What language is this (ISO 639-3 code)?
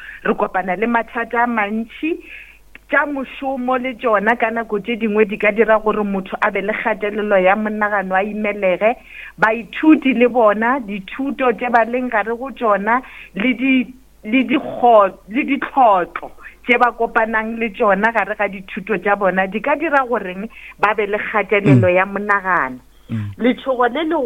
nso